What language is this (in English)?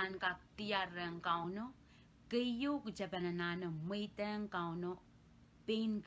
Pohnpeian